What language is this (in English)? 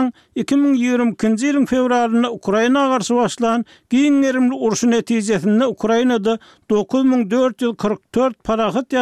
Turkmen